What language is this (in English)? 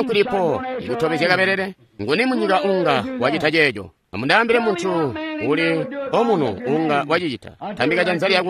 Tonga (Zambia)